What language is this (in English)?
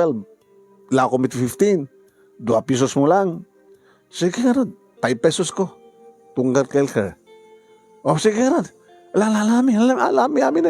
Iloko